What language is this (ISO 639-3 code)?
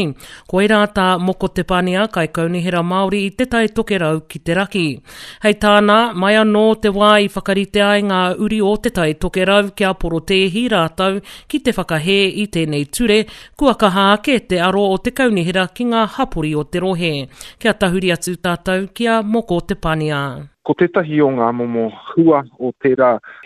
mri